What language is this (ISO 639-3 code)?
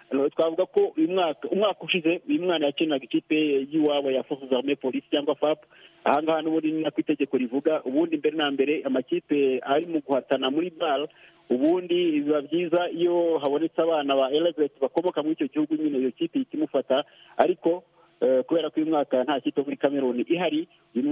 kin